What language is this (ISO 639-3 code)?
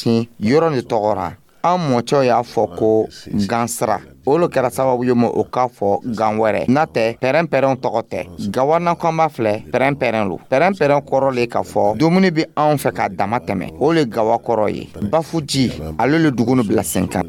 dyu